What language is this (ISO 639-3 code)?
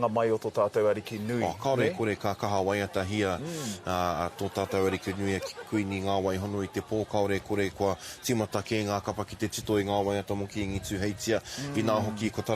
mri